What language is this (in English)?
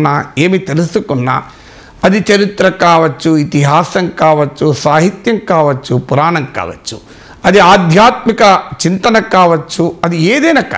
Telugu